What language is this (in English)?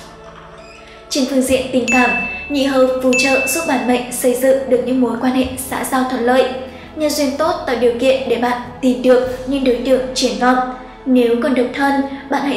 Vietnamese